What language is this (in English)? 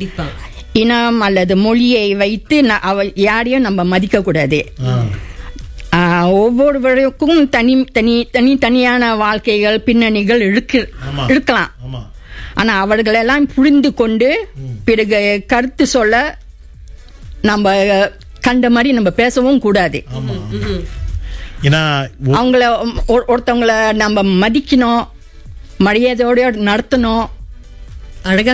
Tamil